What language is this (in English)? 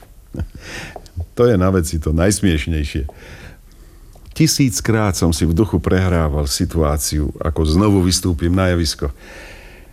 Slovak